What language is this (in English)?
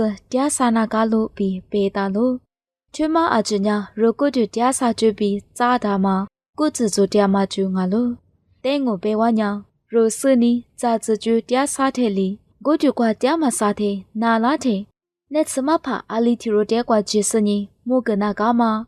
Lisu